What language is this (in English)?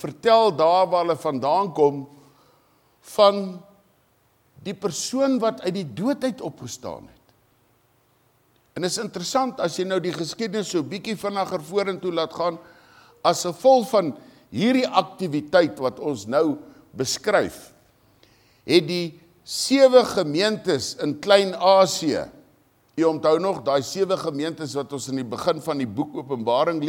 Afrikaans